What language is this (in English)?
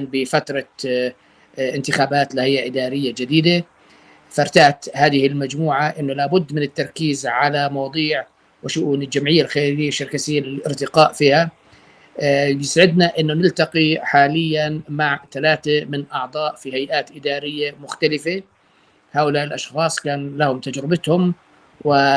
North Levantine Arabic